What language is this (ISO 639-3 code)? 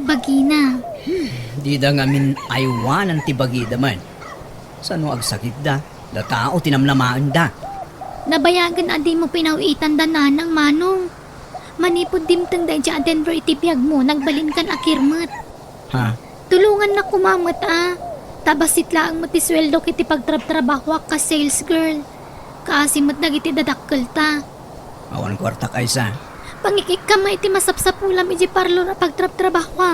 ilo